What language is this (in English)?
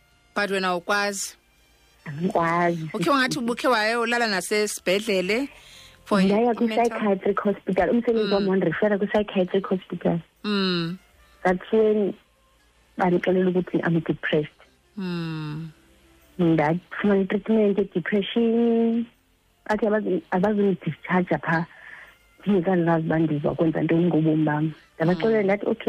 Xhosa